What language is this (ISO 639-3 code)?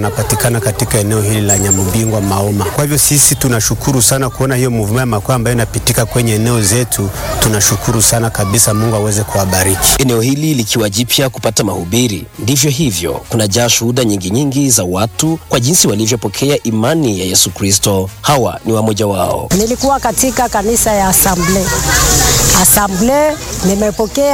swa